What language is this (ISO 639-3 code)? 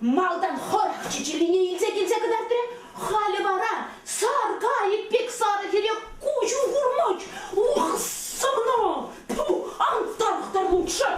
chv